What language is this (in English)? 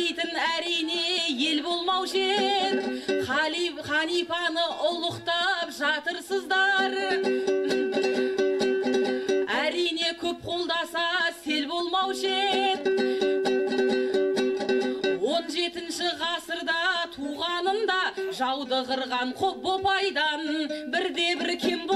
Kazakh